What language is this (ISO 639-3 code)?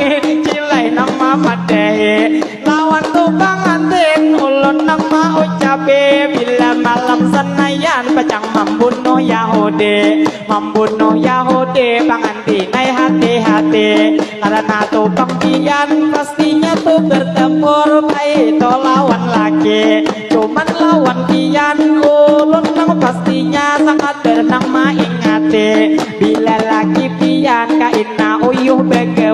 bjn